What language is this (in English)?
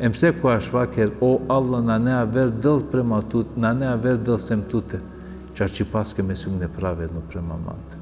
Balkan Romani